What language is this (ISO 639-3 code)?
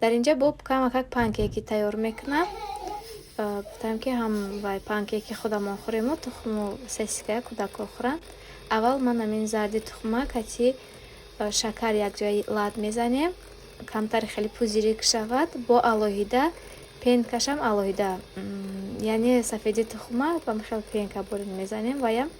tgk